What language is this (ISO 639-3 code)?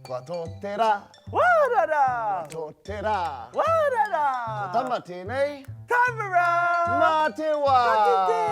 mri